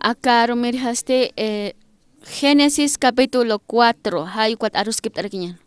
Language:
Aymara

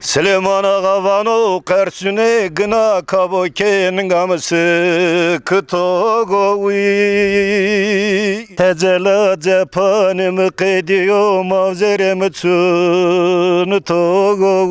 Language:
Zaza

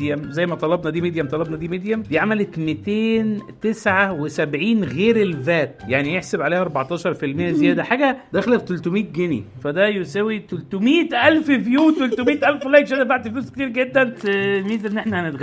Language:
Egyptian Arabic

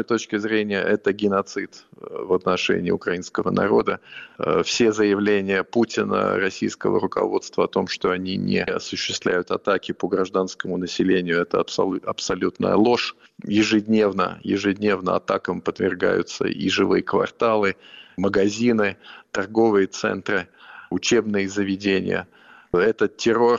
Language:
Russian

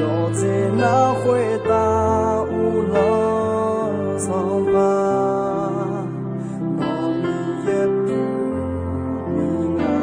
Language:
Akha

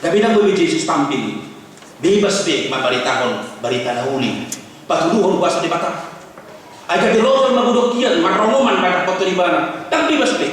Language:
Batak Toba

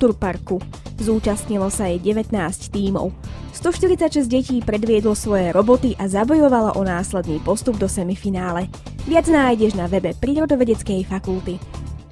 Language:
Slovak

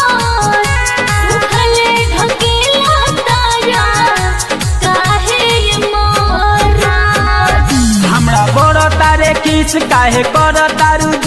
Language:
Bhojpuri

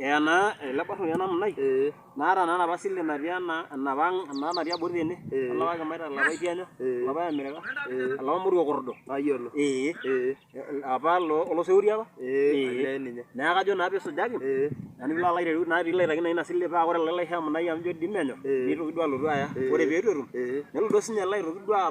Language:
Masai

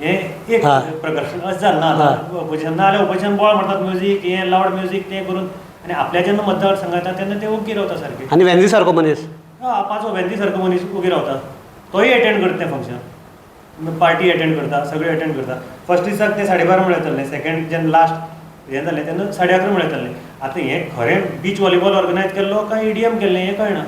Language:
Konkani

